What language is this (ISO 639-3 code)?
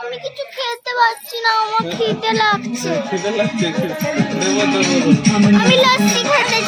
sat